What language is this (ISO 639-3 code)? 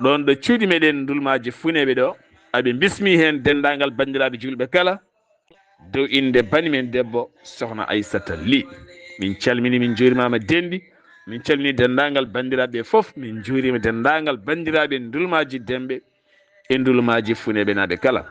ful